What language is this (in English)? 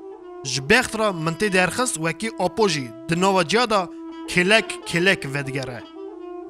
Kurdish